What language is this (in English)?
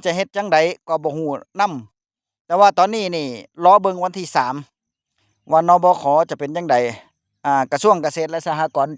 Northeastern Thai